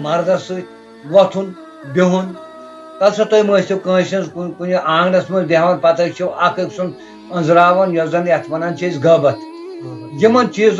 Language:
Kashmiri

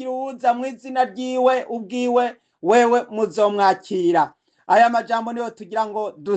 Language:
Rundi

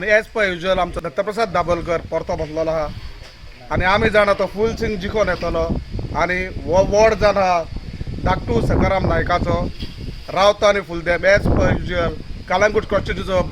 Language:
Konkani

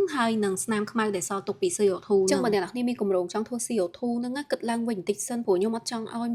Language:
Khmer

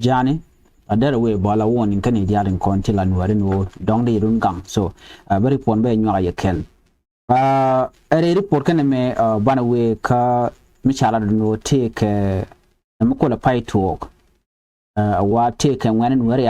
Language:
Nuer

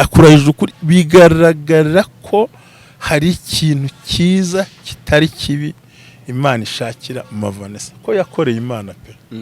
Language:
Kinyarwanda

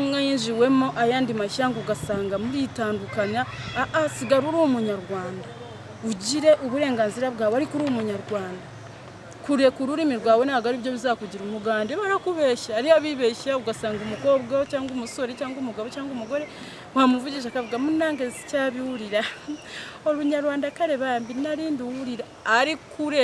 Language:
Kinyarwanda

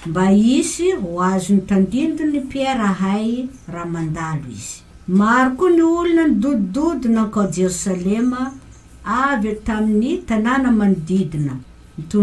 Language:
Malagasy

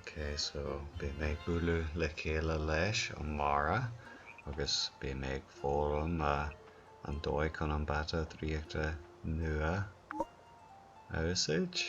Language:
Irish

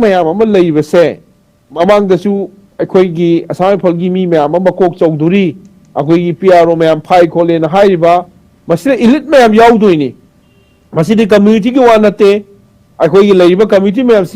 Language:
Manipuri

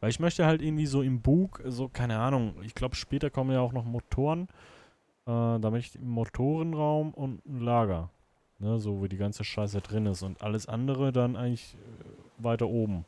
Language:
Swiss German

